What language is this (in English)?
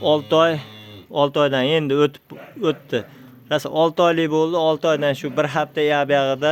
Uzbek